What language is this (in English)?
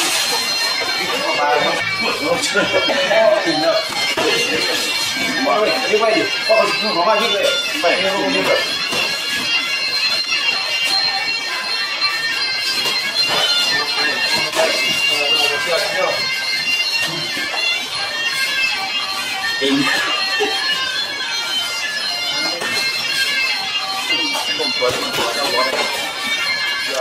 Thai